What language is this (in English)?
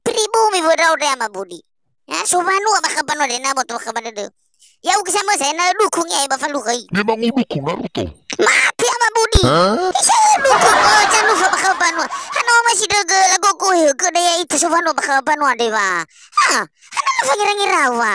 Nias